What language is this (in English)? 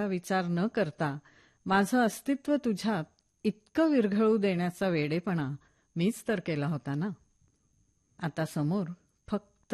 Marathi